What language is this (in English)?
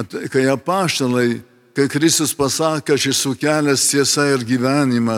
Lithuanian